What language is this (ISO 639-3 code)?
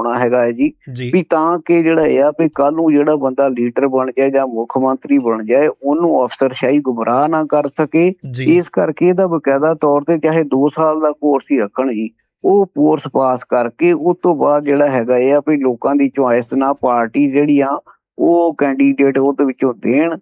pan